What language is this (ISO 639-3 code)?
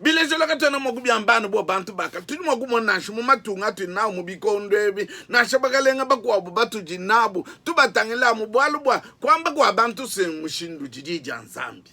lua